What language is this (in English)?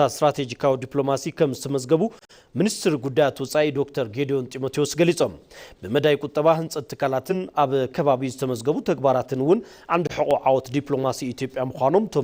Tigrinya